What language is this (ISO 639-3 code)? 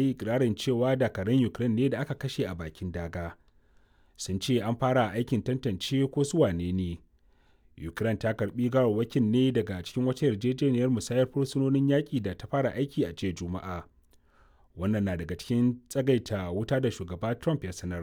hau